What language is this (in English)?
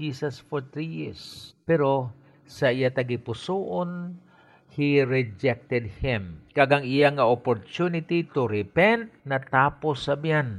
Hiligaynon